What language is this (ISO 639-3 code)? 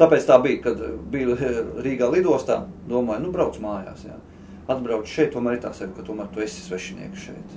lav